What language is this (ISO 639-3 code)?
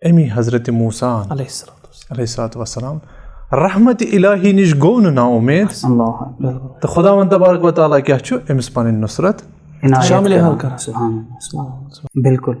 kas